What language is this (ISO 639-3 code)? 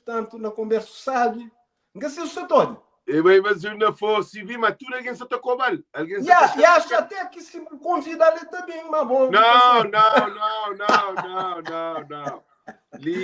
kea